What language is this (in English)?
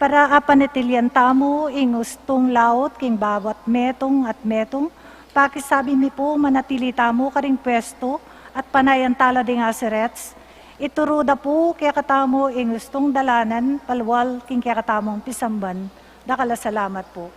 Pampanga